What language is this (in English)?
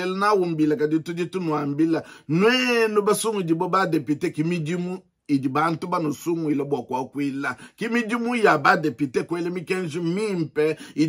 Luba-Lulua